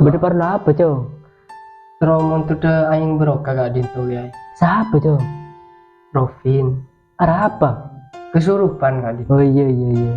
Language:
Madurese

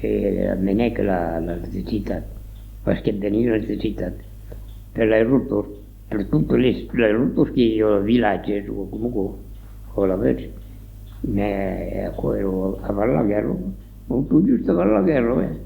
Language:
Occitan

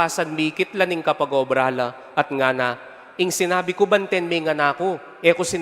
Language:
Pampanga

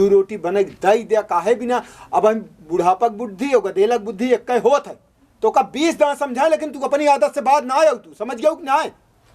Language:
Awadhi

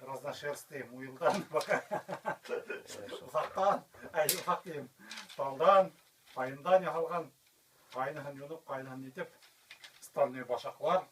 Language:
Bashkir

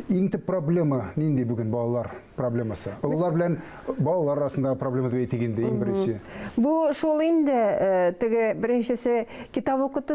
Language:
Tatar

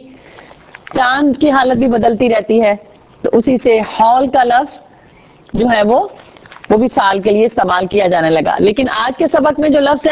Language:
Urdu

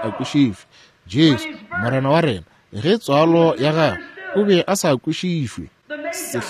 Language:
Northern Sotho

